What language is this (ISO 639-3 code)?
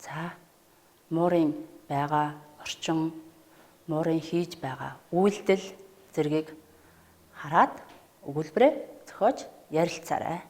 mon